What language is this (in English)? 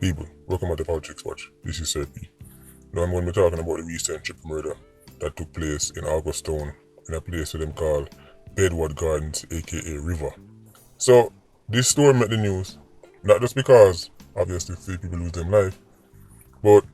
Jamaican Creole English